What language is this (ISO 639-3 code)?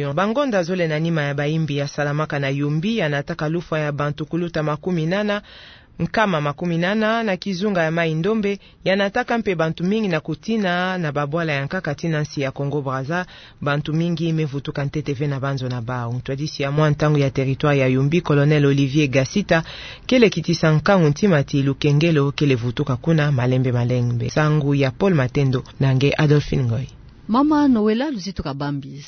ktu